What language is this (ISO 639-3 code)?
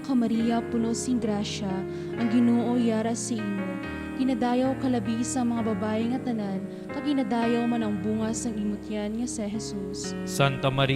hil